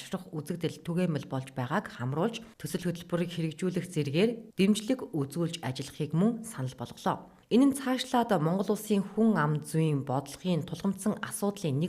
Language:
Mongolian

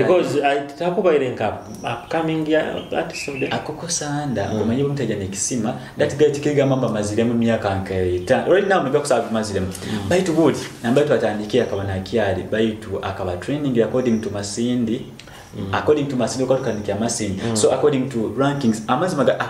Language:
Nyoro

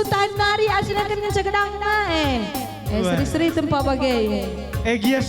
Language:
Batak Karo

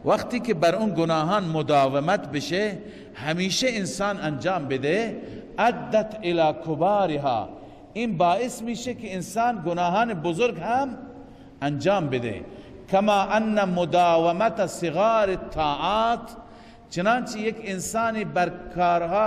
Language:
Persian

